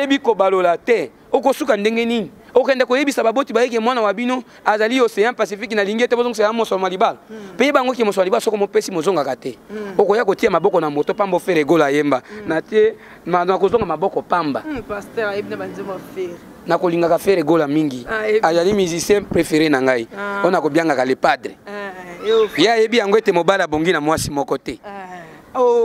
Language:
Lingala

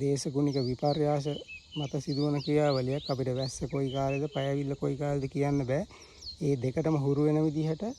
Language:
Sinhala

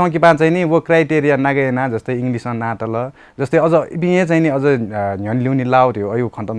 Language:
Newari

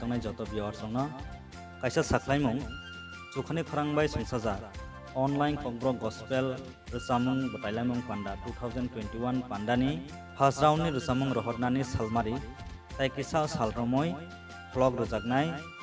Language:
Kok Borok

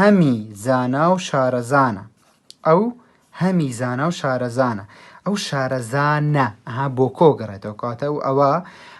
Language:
Central Kurdish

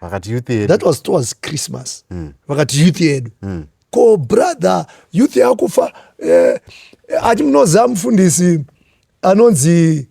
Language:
Shona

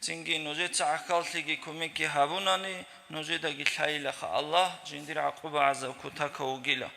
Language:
Avaric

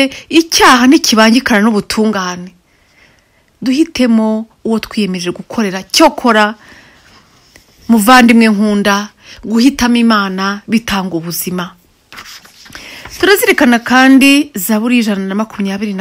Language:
Kinyarwanda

